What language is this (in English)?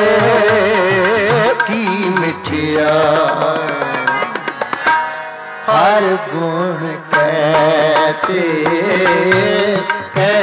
Hindi